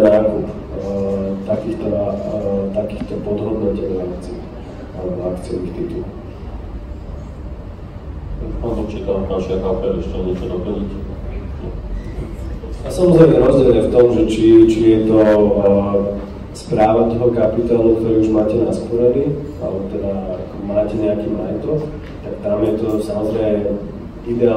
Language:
Slovak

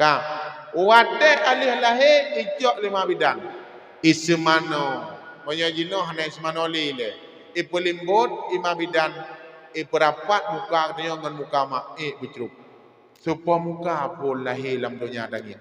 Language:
Achinese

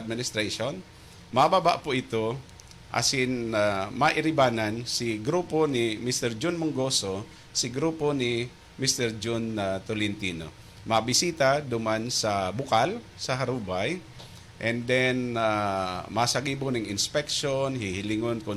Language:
Bikol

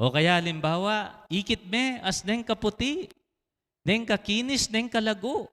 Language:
Pampanga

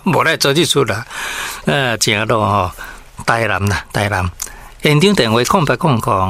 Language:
Min Nan Chinese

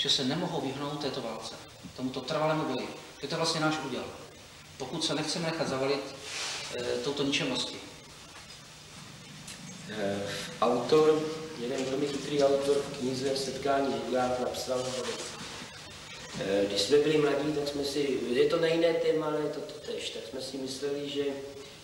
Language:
Czech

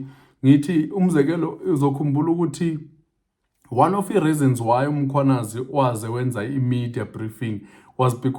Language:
Zulu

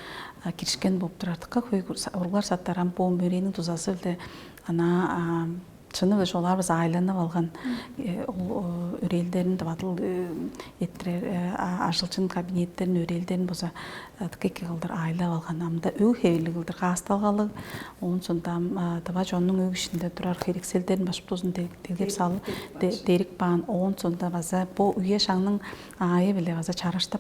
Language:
Tuvinian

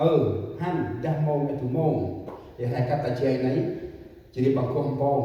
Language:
Central Mnong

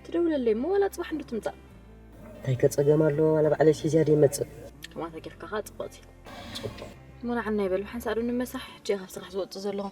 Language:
Tigrinya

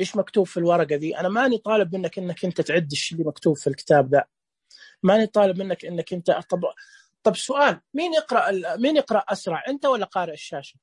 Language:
Najdi Arabic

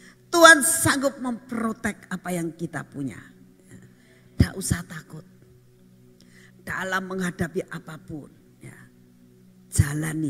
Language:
Indonesian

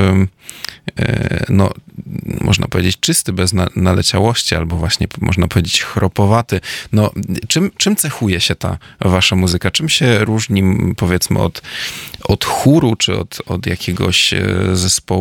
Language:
Polish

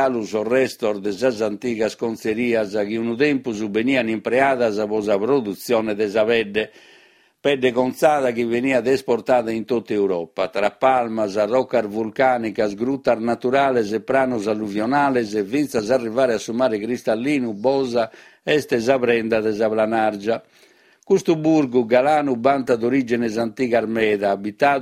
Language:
Sardinian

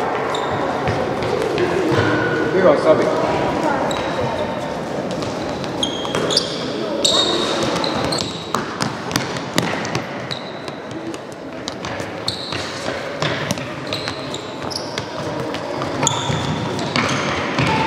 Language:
Hungarian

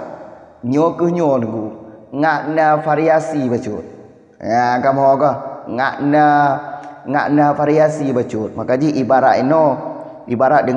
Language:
Achinese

